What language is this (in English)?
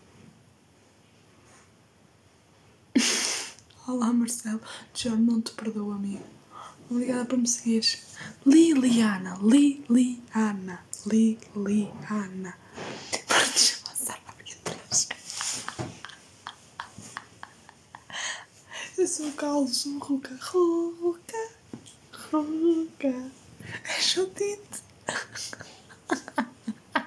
Portuguese